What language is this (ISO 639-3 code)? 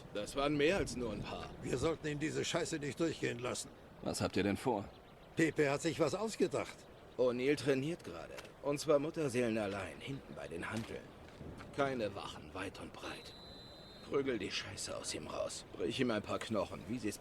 gsw